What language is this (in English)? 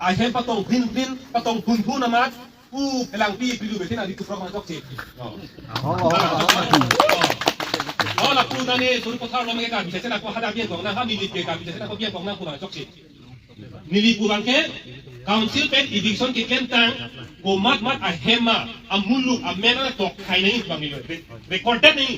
Karbi